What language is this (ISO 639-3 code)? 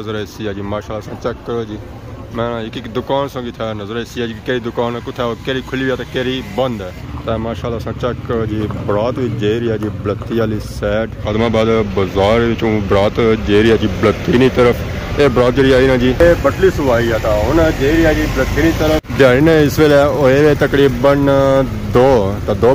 phr